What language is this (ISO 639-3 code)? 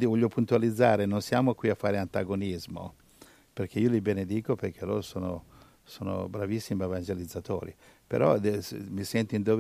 ita